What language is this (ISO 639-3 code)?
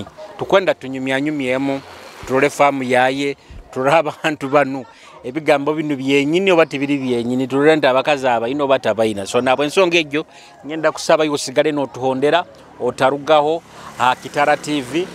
nyo